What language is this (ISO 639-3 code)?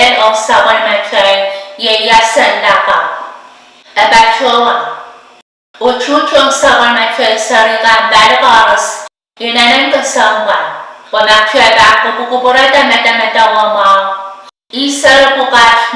pon